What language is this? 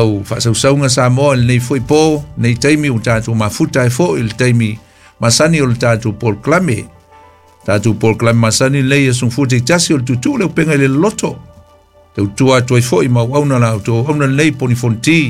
Samoan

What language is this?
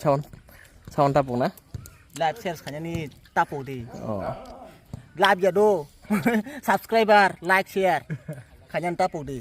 Kok Borok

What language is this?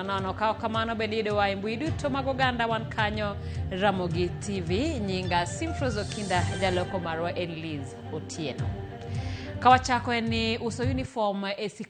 Luo (Kenya and Tanzania)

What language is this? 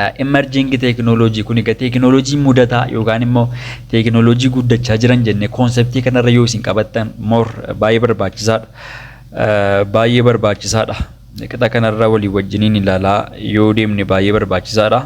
Oromo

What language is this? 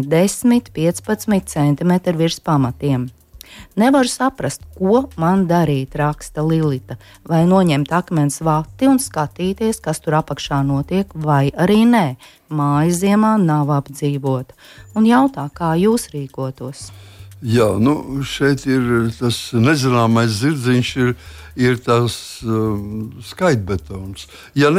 Latvian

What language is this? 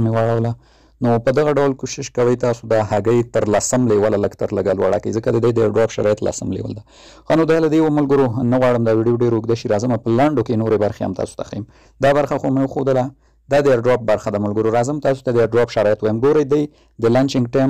Pashto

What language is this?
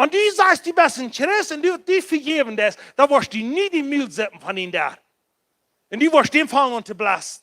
Plautdietsch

